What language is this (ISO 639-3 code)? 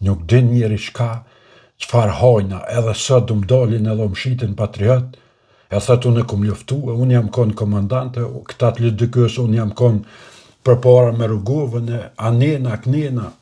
sqi